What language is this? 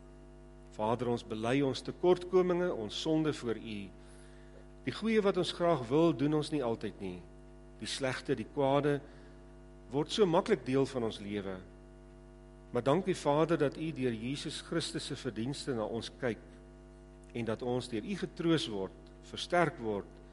Afrikaans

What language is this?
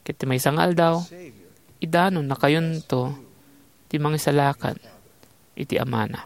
Iloko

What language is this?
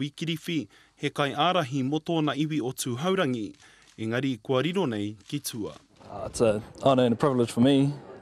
Māori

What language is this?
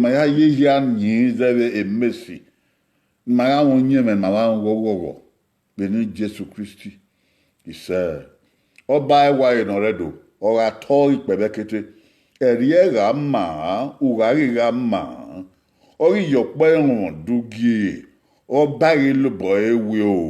Bini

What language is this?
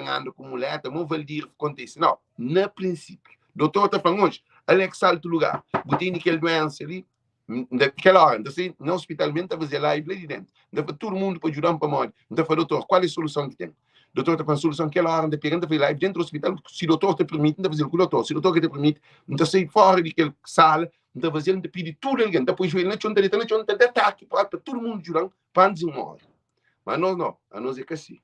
Kabuverdianu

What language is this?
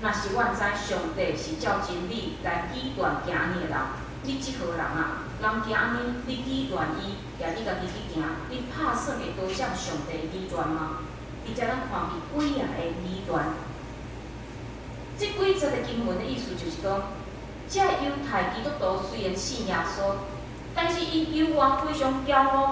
Min Nan Chinese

